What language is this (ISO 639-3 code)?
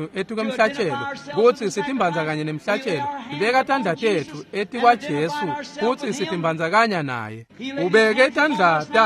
ssw